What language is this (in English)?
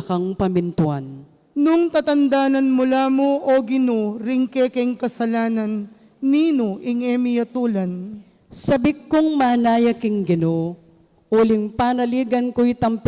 Pampanga